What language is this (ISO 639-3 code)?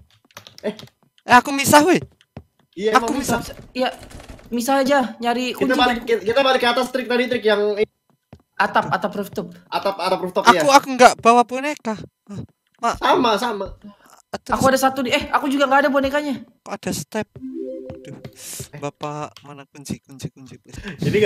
ind